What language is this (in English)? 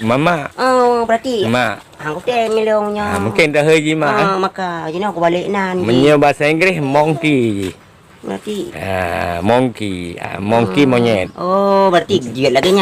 Achinese